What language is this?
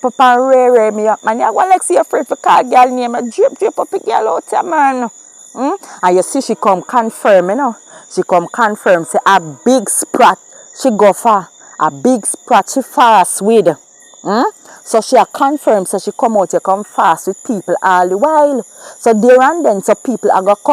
Jamaican Creole English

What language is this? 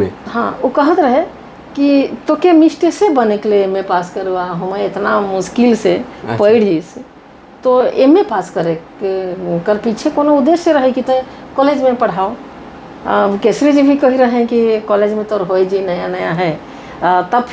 Sadri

